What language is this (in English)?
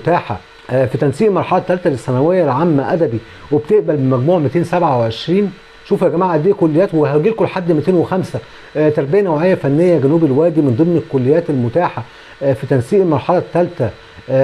Egyptian Arabic